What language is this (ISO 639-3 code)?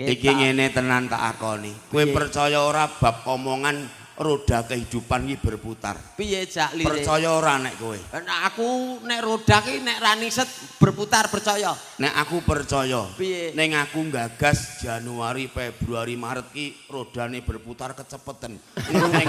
jav